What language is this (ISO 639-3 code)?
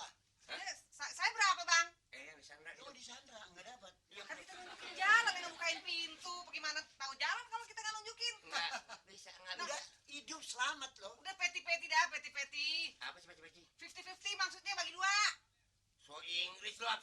bew